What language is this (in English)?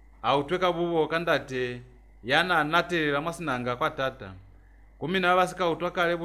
Lozi